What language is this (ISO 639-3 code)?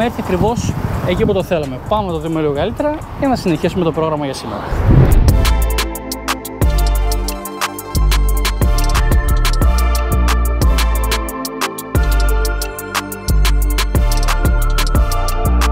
ell